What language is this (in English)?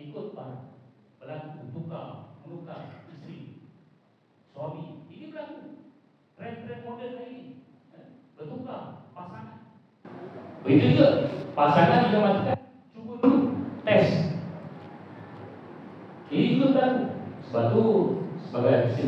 Malay